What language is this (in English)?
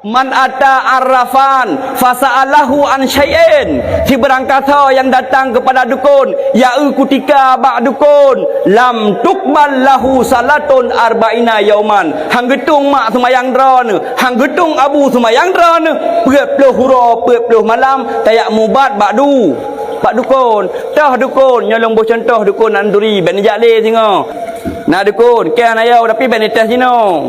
Achinese